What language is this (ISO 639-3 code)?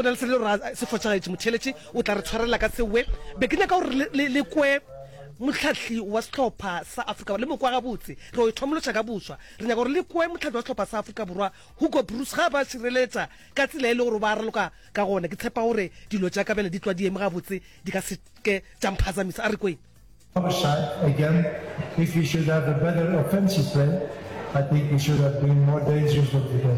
nso